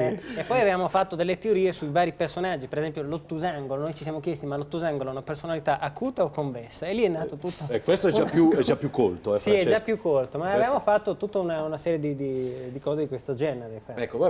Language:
Italian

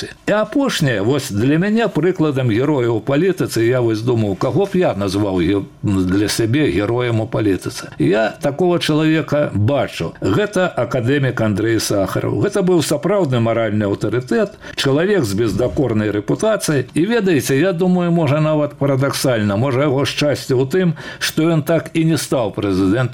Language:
Belarusian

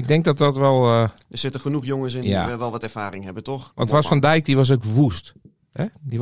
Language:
Dutch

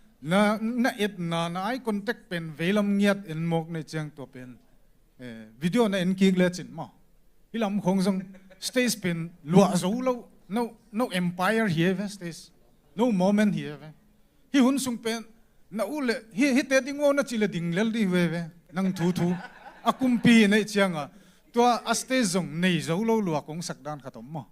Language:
Tedim Chin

